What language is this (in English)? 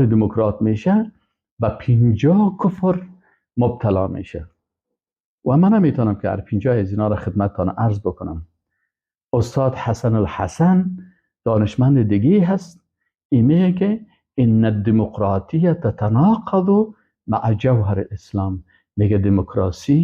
Persian